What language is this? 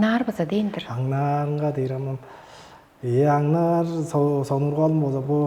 Tuvinian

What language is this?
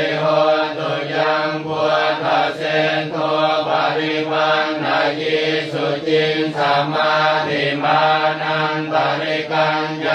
Pali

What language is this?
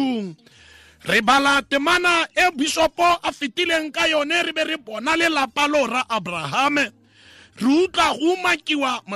Tswana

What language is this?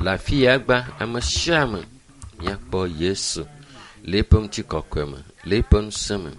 Ewe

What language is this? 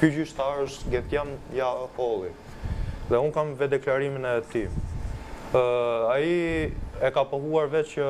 Albanian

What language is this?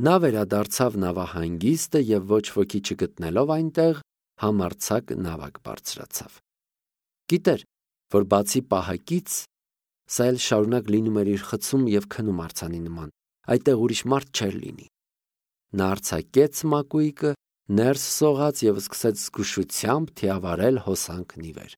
Armenian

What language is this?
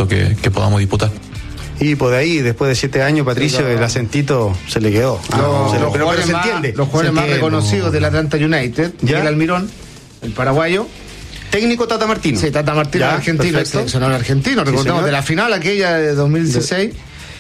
Spanish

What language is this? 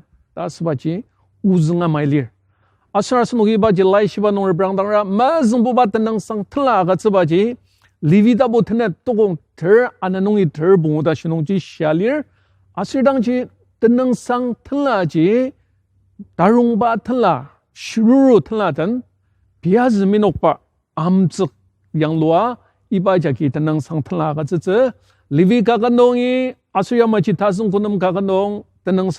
Ao Naga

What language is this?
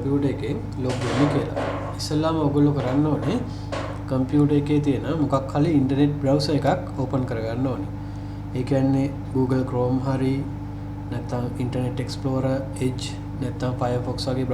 Sinhala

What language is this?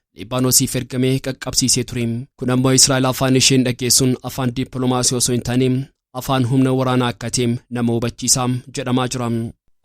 Oromo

